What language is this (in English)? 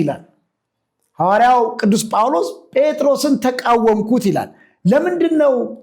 Amharic